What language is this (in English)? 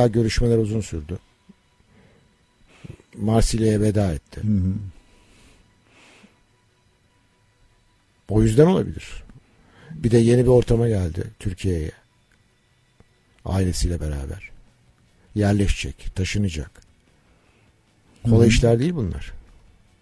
Turkish